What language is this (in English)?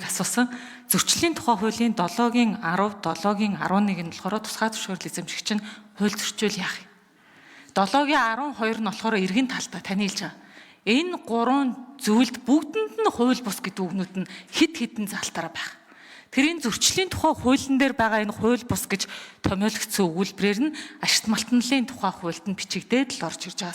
Mongolian